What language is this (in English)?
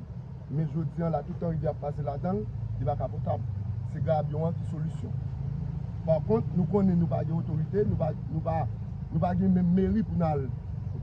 Haitian Creole